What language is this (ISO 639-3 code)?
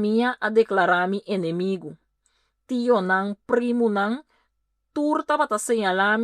pap